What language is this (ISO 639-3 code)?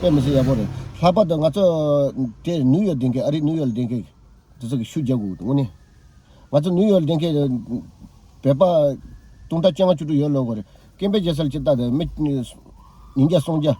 bod